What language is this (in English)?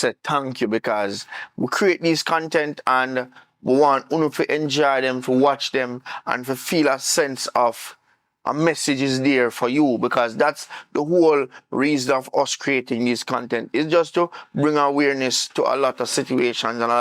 Jamaican Creole English